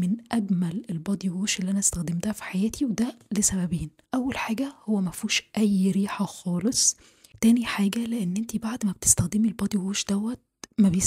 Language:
Egyptian Arabic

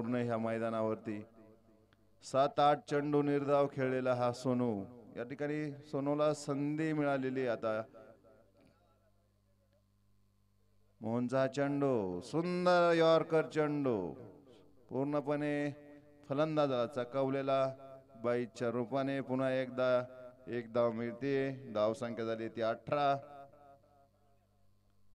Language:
Marathi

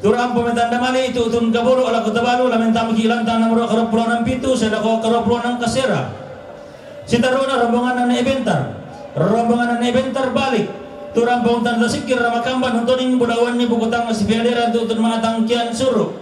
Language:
Toraja-Sa'dan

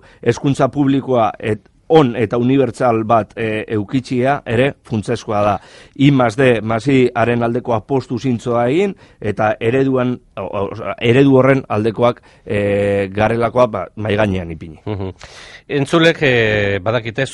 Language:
Basque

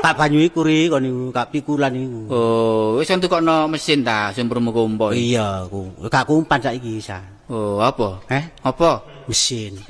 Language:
Javanese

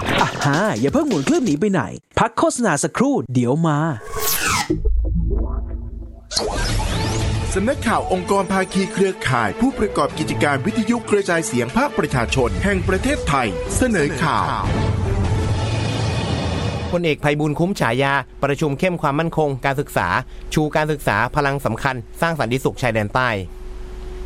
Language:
Thai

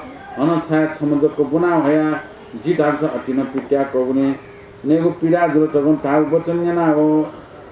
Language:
Newari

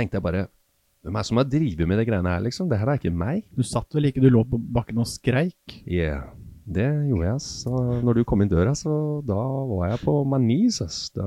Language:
Norwegian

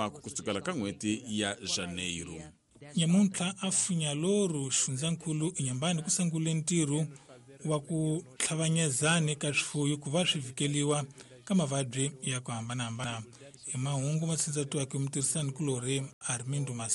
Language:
Tsonga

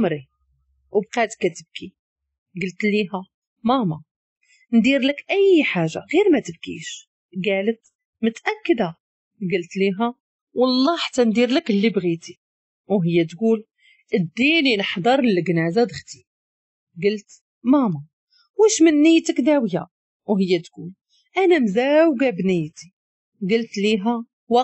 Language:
Moroccan Arabic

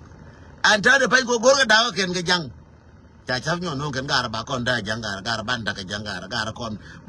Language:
Nuer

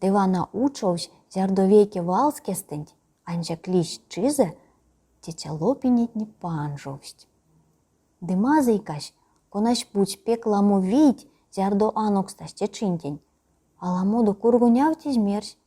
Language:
Erzya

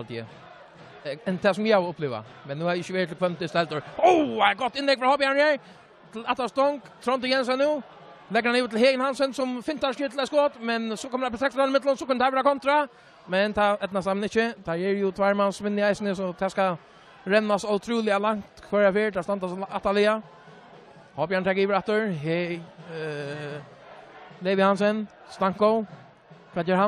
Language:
Faroese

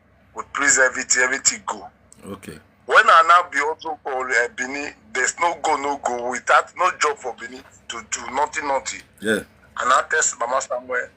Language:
Nigerian Pidgin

